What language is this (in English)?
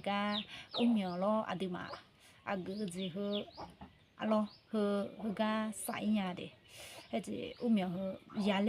Akha